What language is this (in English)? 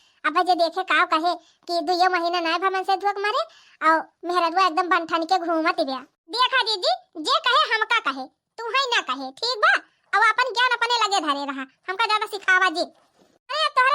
Awadhi